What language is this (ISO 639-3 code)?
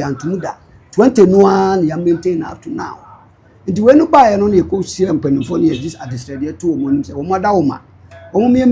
aka